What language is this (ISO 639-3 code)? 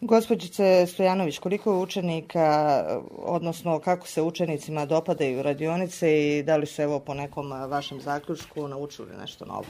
srp